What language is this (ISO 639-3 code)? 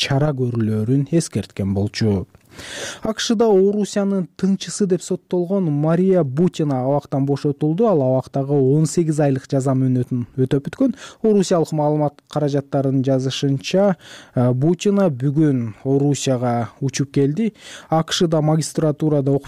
kir